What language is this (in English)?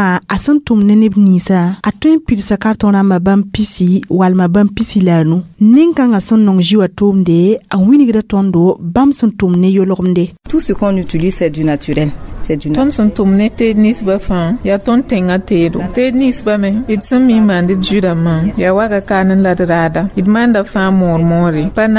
Mossi